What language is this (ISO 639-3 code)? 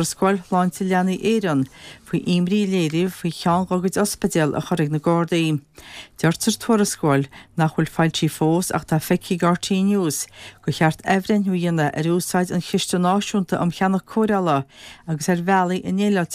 gle